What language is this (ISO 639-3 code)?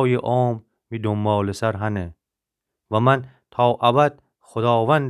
glk